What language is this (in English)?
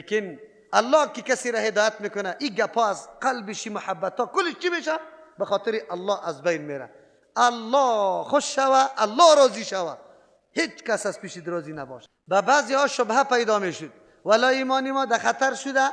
Persian